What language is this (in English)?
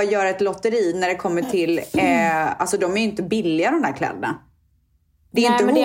Swedish